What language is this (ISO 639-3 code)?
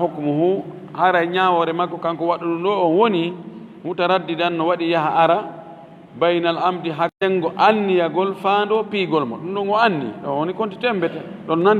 ful